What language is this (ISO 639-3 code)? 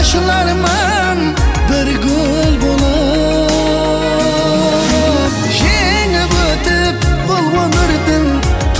kaa